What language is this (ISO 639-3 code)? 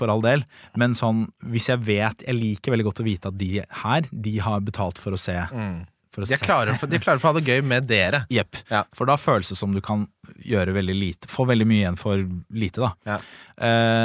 nor